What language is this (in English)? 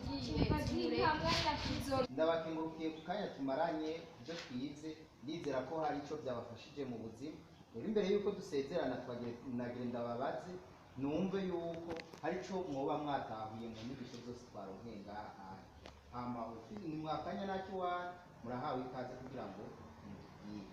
Rundi